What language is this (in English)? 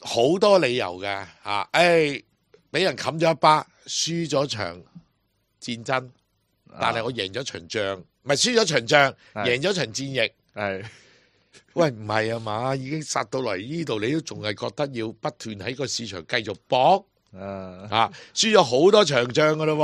Cantonese